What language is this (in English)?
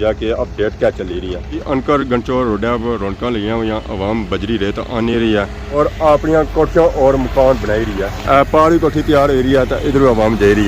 Pahari-Potwari